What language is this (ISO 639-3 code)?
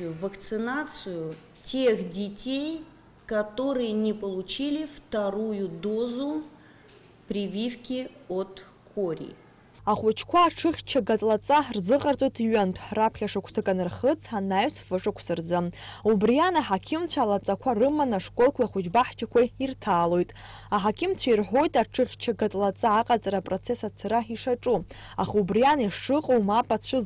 abk